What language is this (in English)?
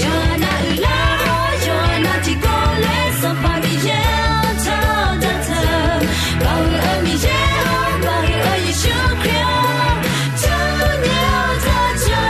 Akha